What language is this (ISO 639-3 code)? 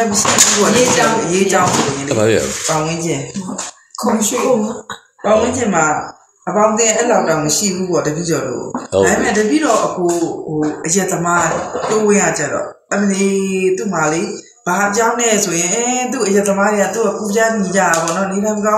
mya